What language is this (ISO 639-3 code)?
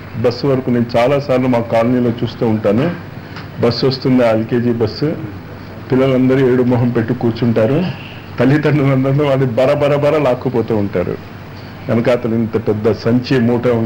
tel